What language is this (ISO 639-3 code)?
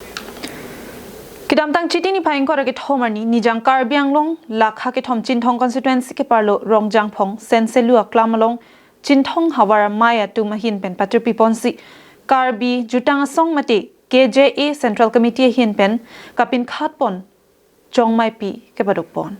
mjw